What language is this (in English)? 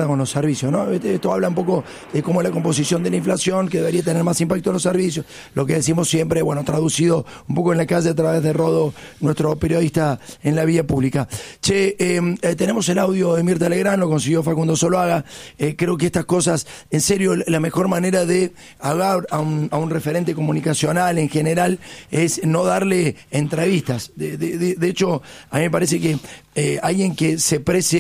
Spanish